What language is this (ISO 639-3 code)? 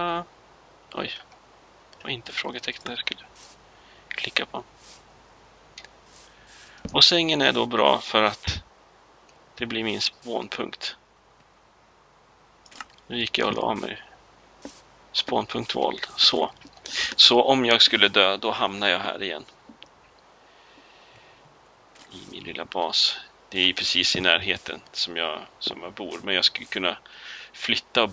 swe